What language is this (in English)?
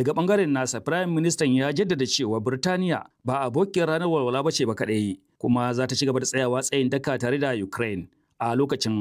Hausa